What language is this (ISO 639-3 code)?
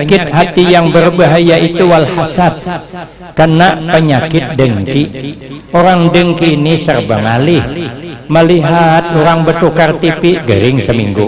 bjn